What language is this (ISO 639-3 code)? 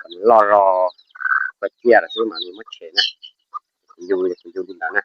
hmn